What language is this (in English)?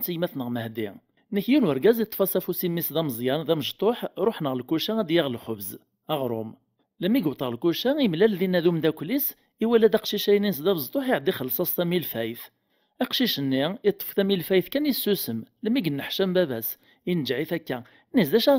Kabyle